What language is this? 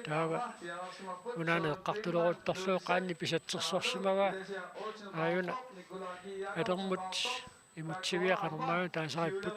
Kalaallisut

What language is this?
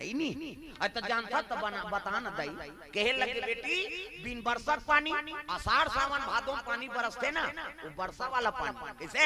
Chhattisgarhi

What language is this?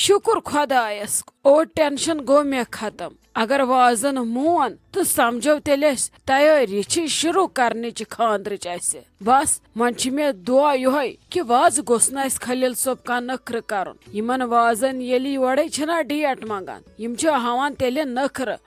Kashmiri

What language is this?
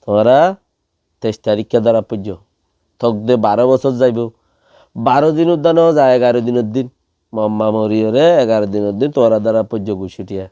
Rohingya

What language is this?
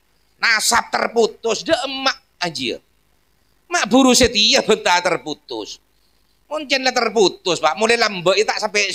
Madurese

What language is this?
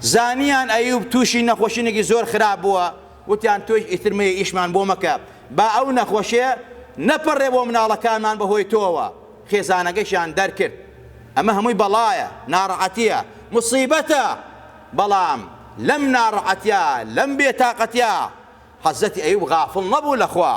Central Kurdish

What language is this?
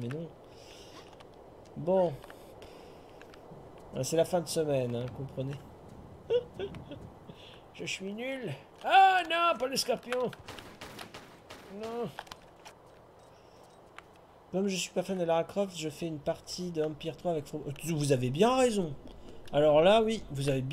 French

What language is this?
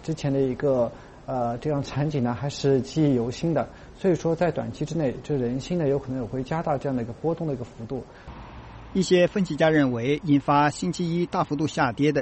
Chinese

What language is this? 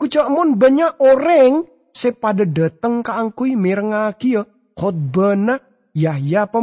Madurese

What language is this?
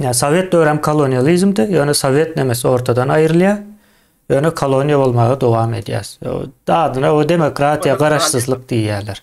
Turkmen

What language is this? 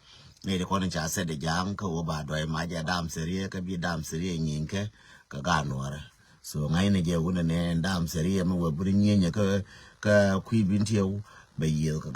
Nuer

